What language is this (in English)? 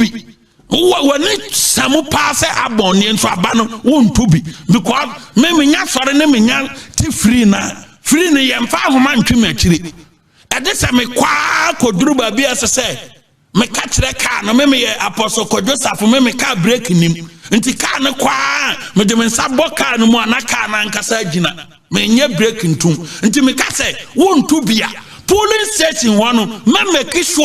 Akan